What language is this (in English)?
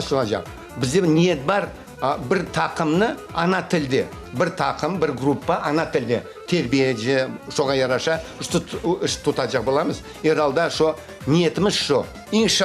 Crimean Tatar